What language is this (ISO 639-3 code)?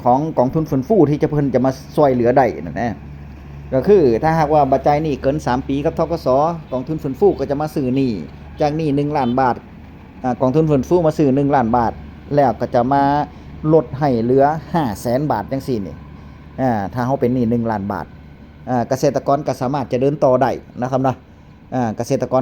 tts